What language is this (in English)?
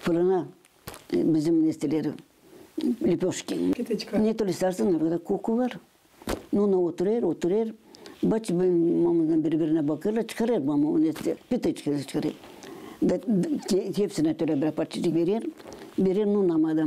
Gagauz